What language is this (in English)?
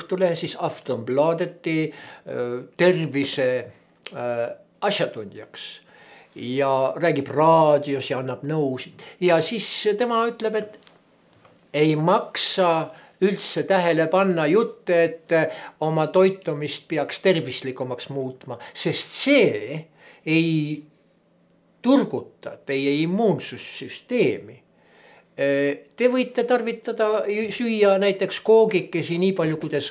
Estonian